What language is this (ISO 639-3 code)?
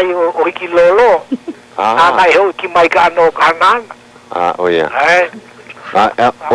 haw